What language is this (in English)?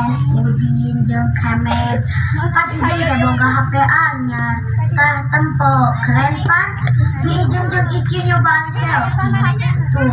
Sundanese